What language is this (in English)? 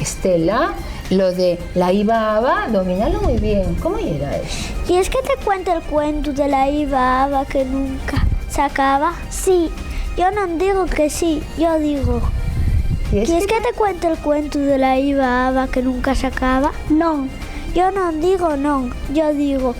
Asturian